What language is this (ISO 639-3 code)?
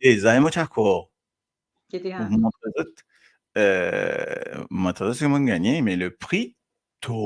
mfe